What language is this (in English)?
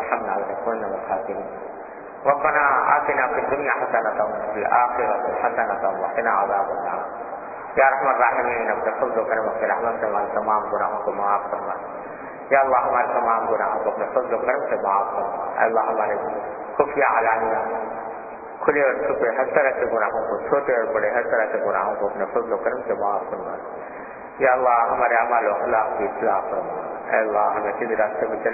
Urdu